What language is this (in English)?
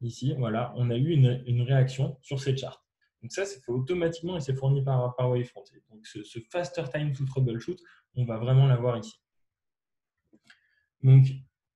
French